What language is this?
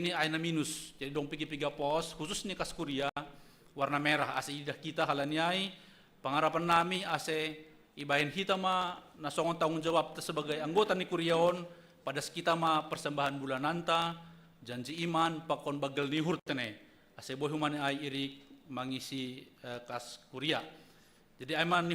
Batak Simalungun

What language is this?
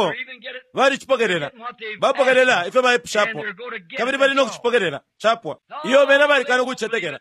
Bemba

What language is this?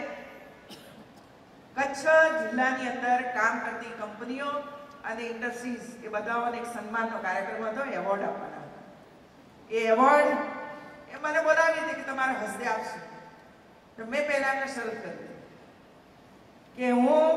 Gujarati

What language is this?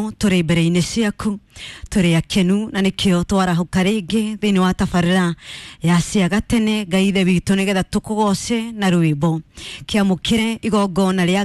Kikuyu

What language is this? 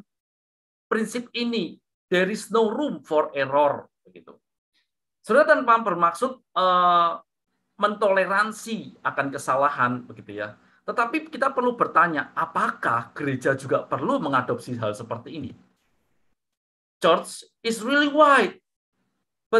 Indonesian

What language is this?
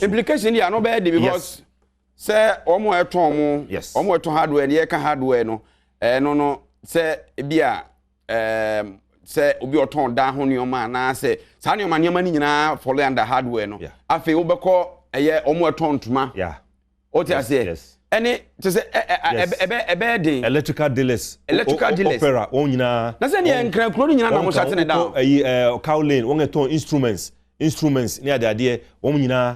Akan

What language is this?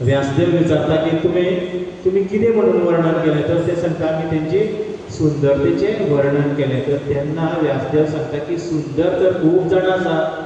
Konkani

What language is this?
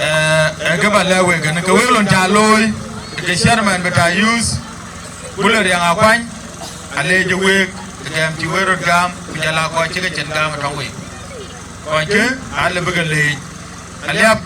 Dinka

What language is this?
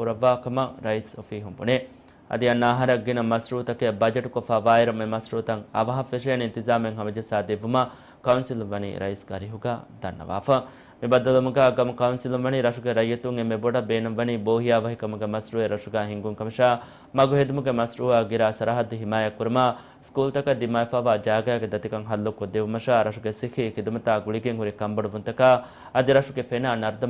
Divehi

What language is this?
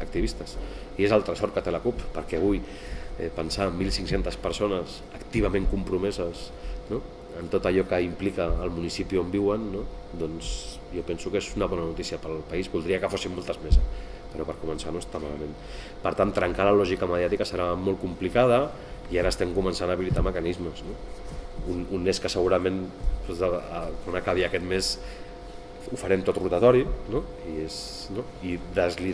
Catalan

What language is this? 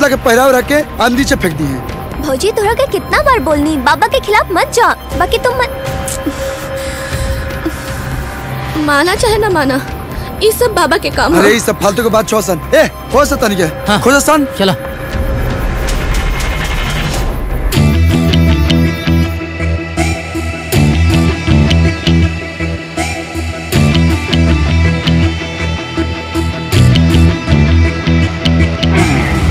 Bhojpuri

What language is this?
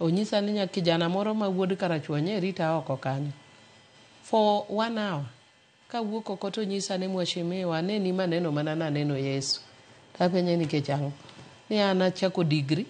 Luo (Kenya and Tanzania)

